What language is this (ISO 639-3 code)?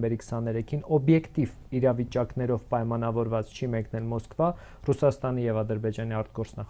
hye